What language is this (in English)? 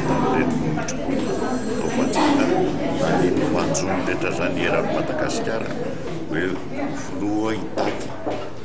Malagasy